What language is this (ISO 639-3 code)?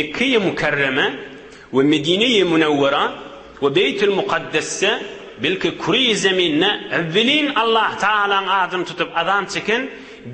tuk